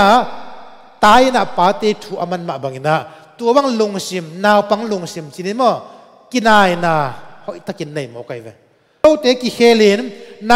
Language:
Tedim Chin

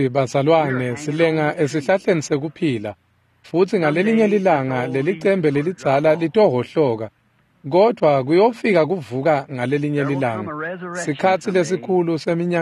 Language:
Swati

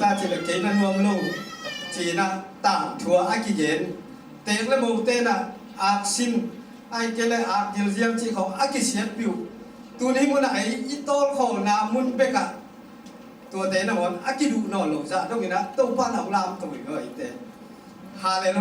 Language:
Tedim Chin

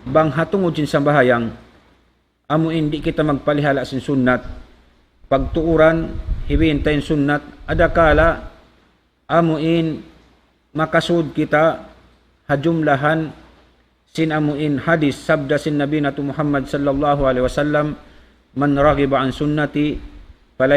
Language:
Tausug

